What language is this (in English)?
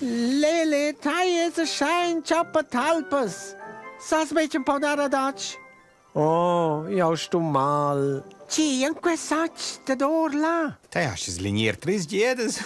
Romansh